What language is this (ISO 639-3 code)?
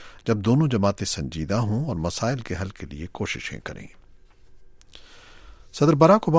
urd